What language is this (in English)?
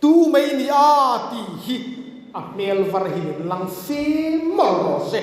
Hmar